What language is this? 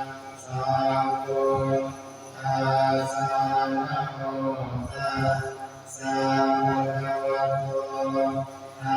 Pali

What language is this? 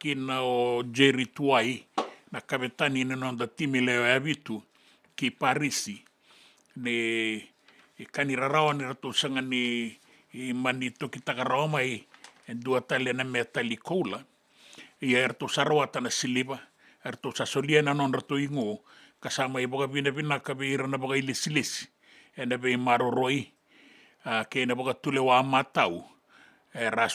Fijian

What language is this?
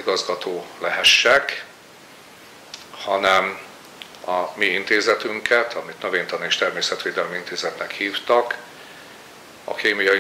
Hungarian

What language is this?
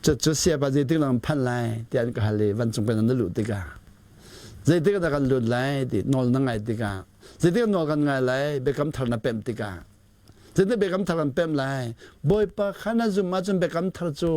Hakha Chin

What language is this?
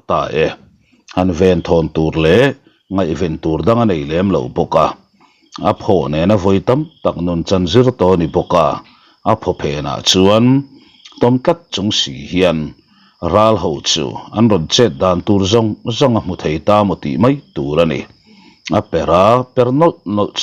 Mizo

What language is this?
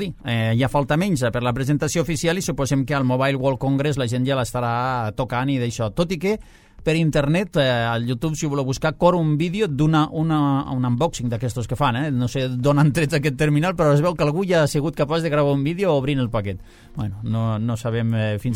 Catalan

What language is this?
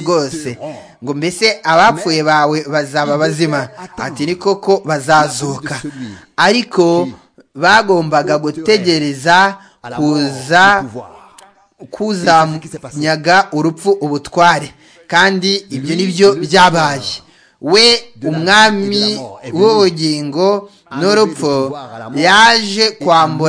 Kinyarwanda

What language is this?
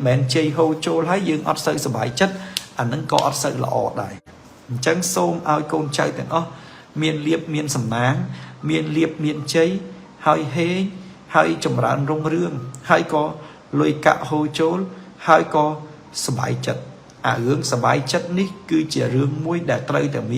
Khmer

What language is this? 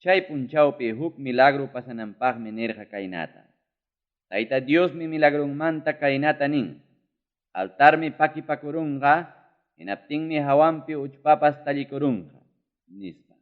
Ayacucho Quechua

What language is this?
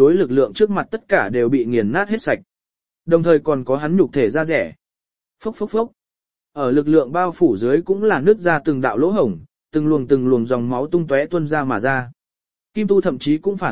Vietnamese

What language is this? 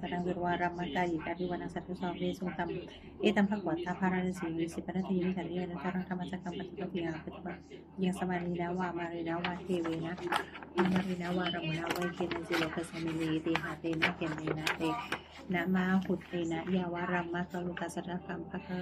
Pali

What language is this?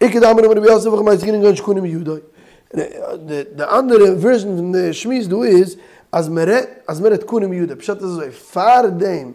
Yiddish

